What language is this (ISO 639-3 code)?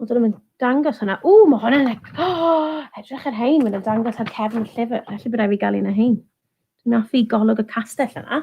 cym